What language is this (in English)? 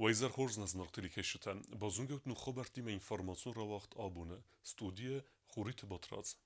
Ossetic